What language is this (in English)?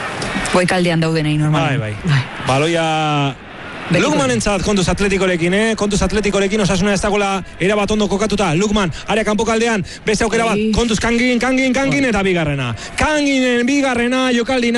Basque